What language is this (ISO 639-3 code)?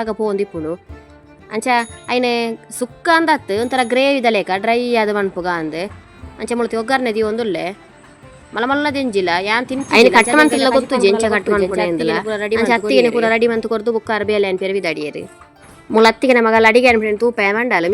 tcy